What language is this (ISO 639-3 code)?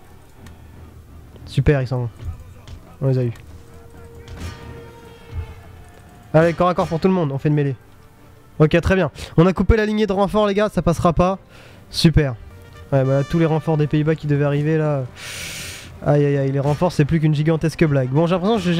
fra